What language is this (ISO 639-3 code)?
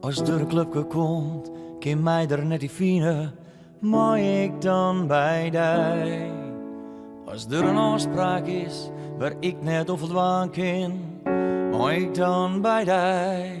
fry